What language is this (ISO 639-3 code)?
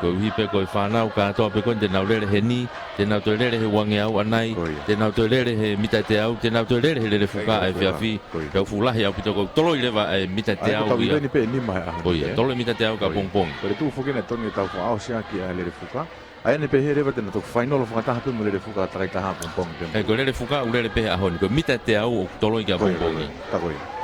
ton